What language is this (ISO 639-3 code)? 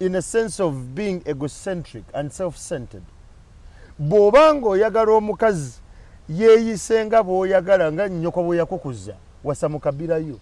lug